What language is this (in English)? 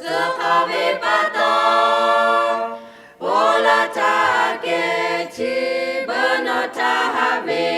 Lahu